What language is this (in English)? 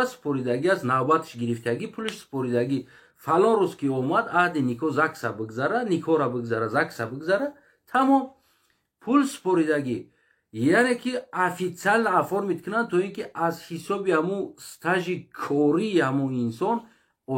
Tajik